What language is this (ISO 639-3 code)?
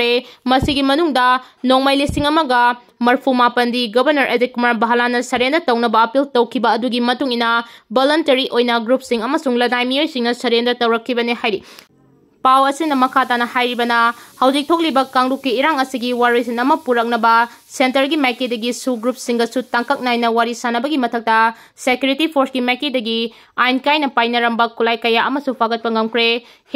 mni